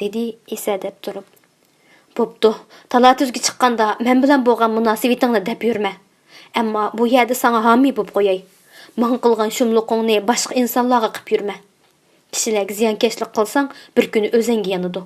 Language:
Uyghur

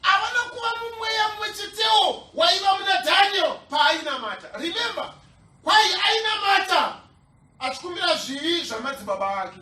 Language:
Shona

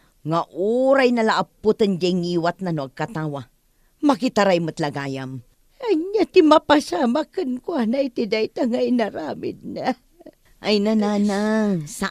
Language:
Iloko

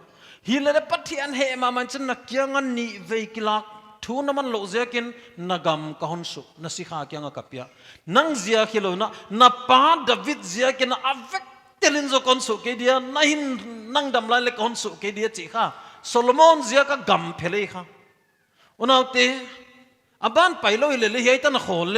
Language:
Paite Chin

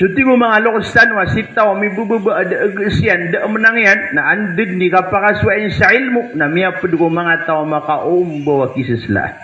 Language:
Maranao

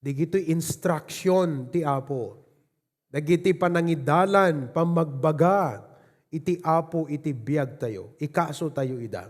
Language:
Iloko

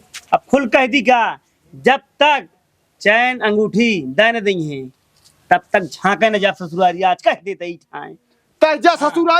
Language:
Awadhi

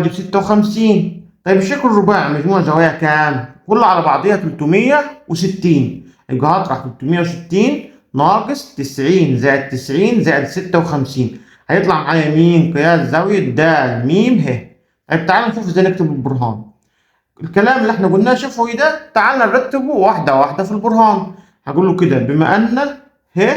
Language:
Egyptian Arabic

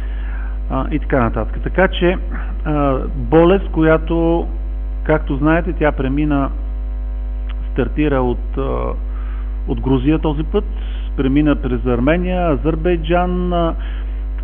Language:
Bulgarian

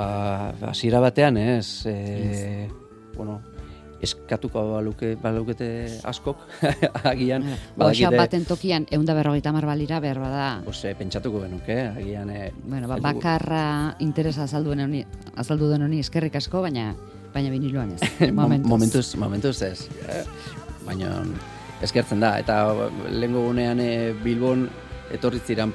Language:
Basque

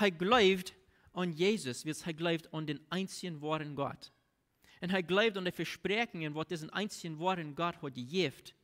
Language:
Plautdietsch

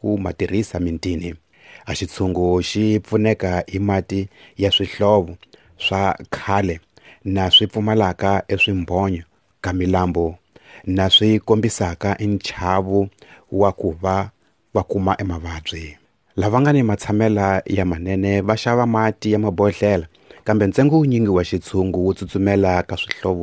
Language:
Tsonga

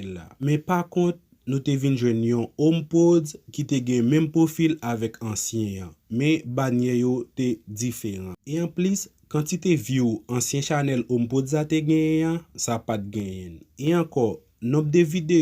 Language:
Haitian Creole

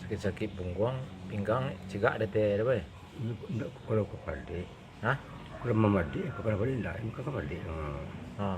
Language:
Minangkabau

